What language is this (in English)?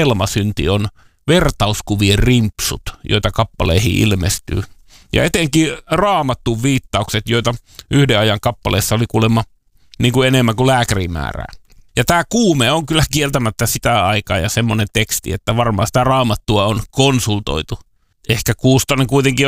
Finnish